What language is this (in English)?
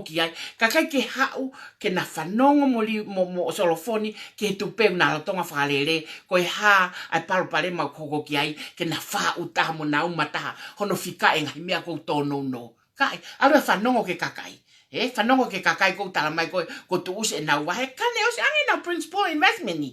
Tongan